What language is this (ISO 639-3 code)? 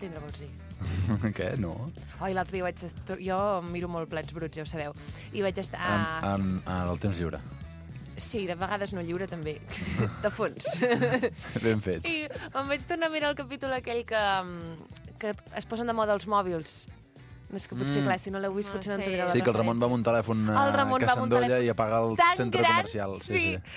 cat